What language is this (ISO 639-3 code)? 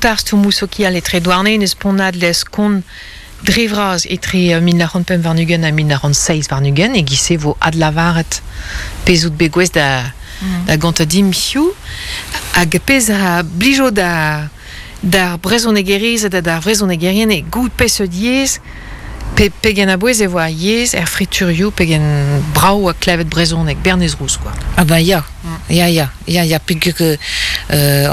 bre